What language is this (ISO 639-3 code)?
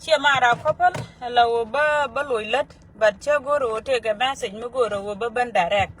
nus